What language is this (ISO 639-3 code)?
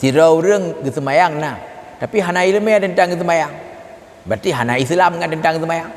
ace